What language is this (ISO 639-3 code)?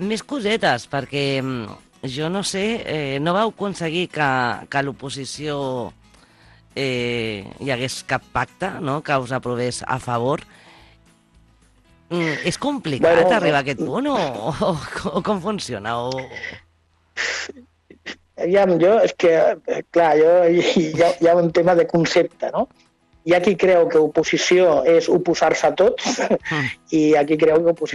cat